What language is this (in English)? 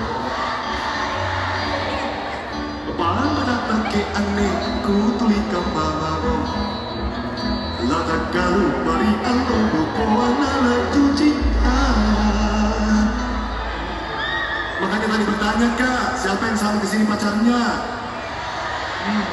Indonesian